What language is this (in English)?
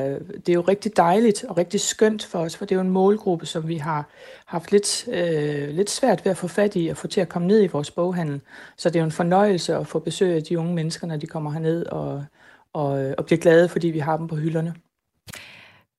Danish